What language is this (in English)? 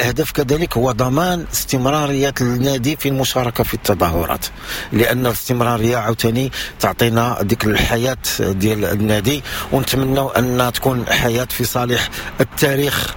Moroccan Arabic